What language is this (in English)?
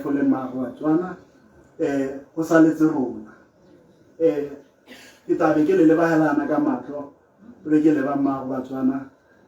Tswana